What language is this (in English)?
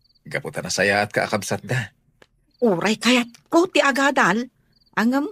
Iloko